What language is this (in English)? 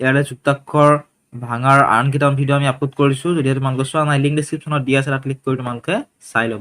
Assamese